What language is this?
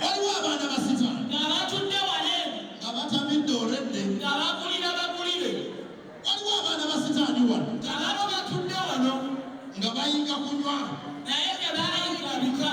Ganda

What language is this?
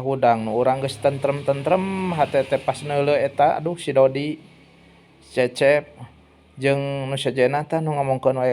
Sundanese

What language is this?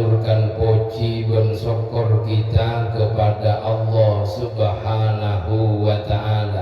Madurese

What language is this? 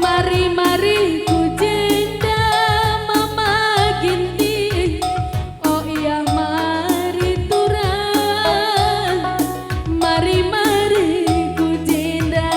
Batak Karo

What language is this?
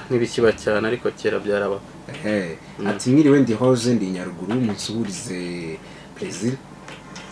Kinyarwanda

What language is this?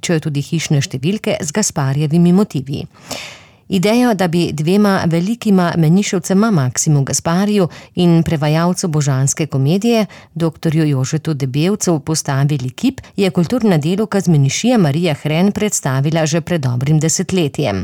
Slovenian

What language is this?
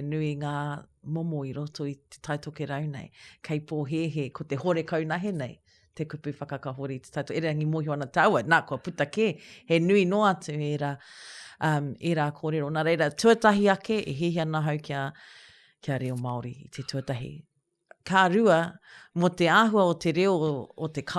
Māori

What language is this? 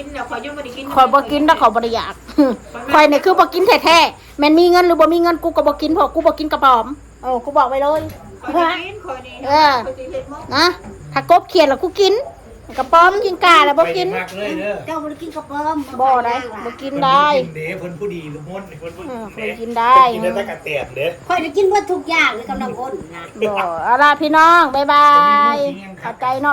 Northeastern Thai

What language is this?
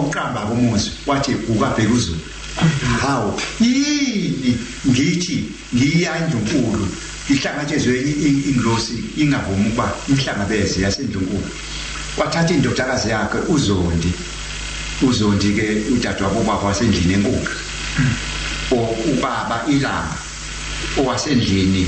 Zulu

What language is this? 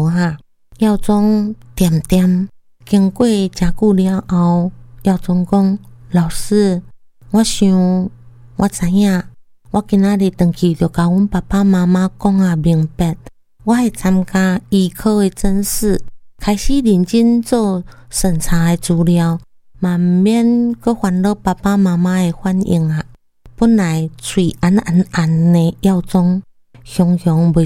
Min Nan Chinese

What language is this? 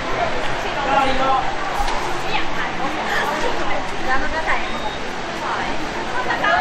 Thai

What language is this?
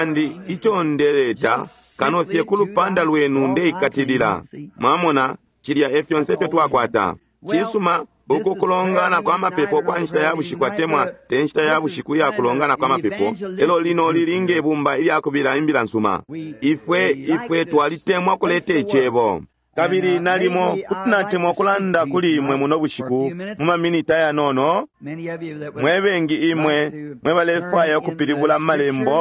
Bemba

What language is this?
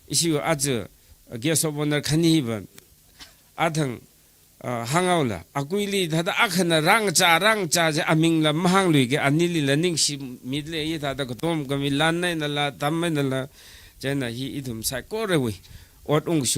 Tangkhul Naga (India)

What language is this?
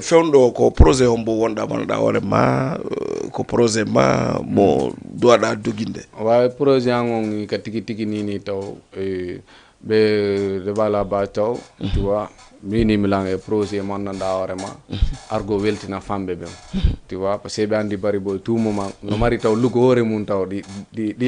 Fula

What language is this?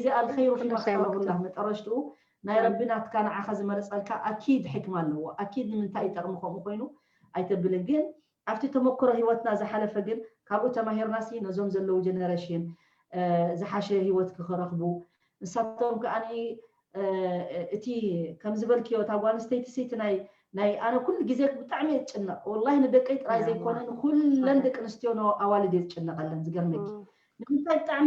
Tigrinya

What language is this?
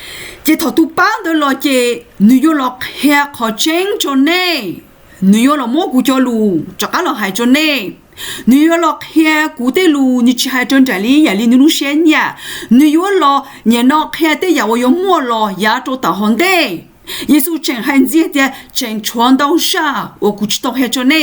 Hmong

